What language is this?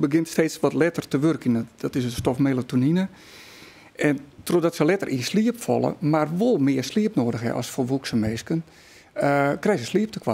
Western Frisian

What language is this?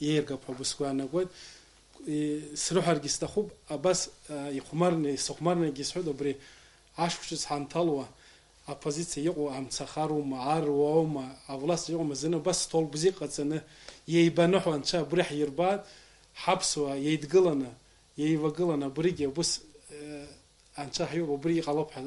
Abkhazian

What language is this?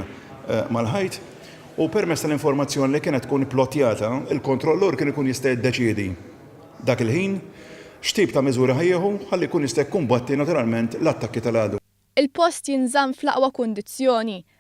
Maltese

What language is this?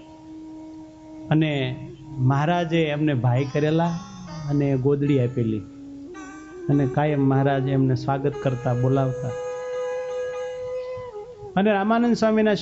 Gujarati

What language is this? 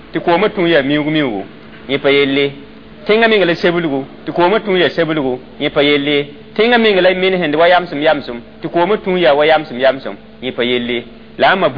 Mossi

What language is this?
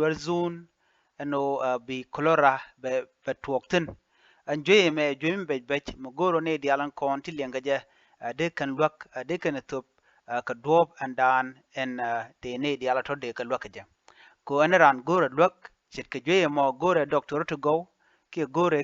Nuer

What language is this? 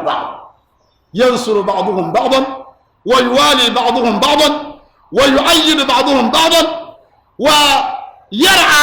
Dagbani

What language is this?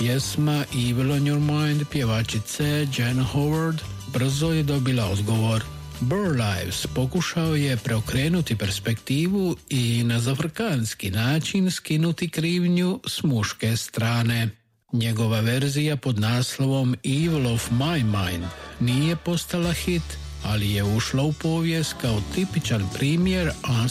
Croatian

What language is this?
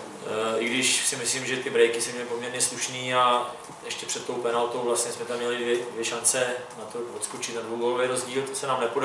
Czech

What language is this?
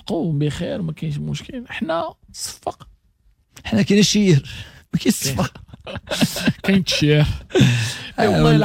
Moroccan Arabic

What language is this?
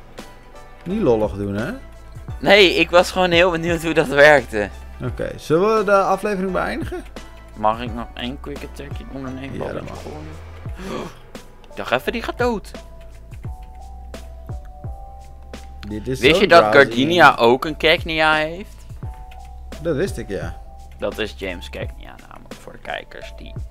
Dutch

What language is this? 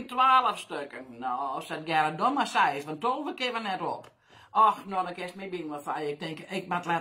Western Frisian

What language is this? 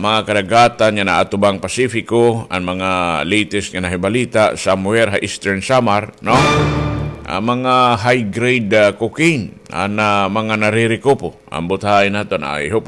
Waray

